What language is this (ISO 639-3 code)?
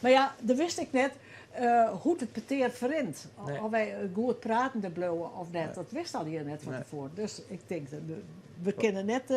fry